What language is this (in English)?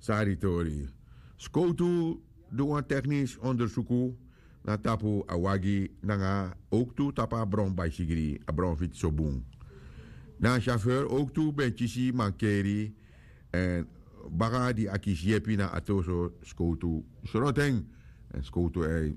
Sranan Tongo